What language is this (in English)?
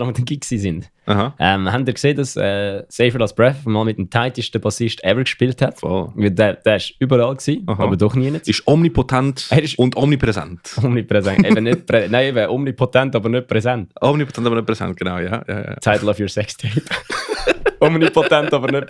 Swiss German